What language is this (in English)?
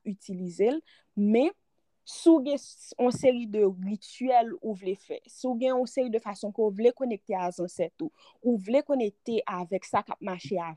Haitian Creole